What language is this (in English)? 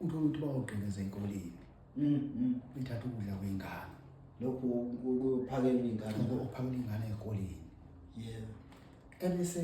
Zulu